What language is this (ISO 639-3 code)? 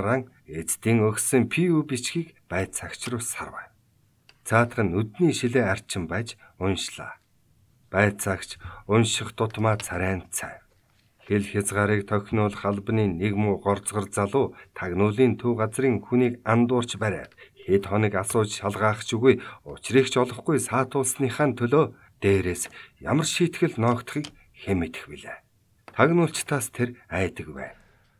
mon